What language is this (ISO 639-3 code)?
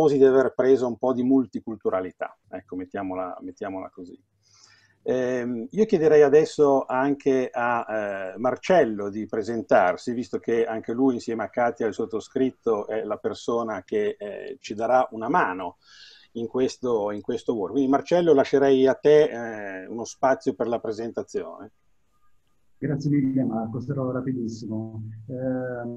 ita